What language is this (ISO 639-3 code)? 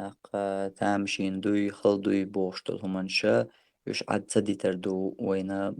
che